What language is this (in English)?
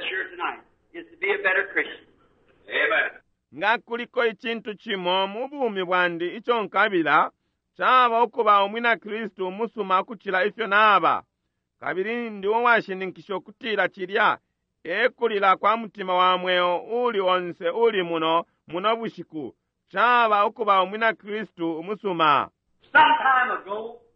Bemba